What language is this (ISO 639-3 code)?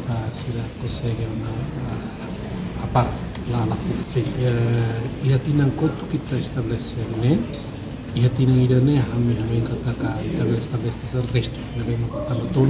tet